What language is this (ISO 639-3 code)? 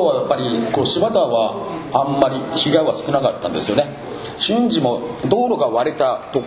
jpn